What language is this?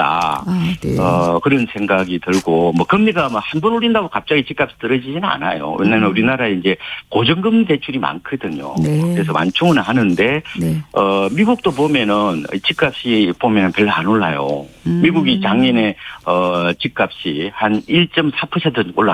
Korean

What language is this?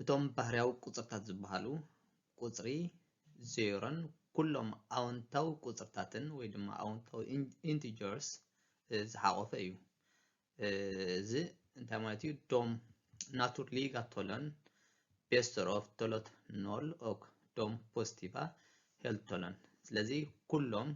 Tigrinya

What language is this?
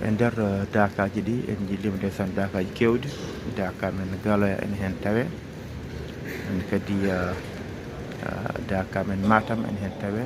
Fula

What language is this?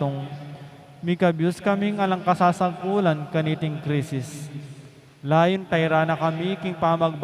Pampanga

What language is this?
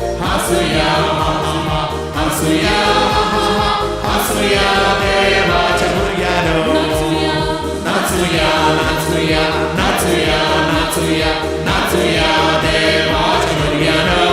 Konkani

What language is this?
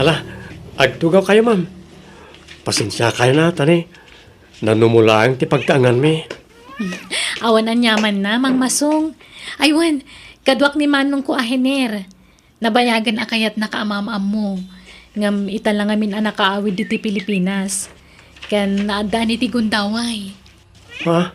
Iloko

